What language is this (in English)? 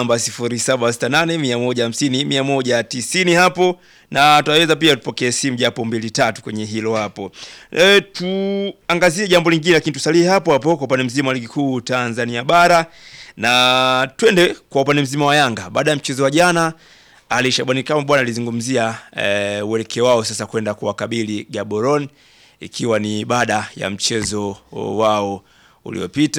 Swahili